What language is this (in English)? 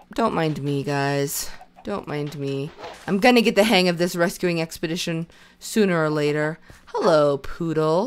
English